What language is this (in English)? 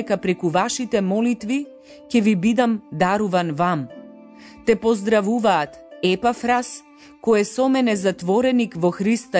Macedonian